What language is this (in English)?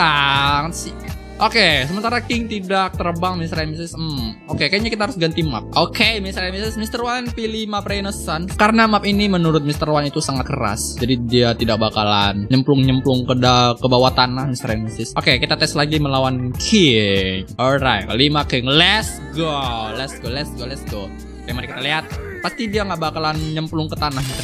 Indonesian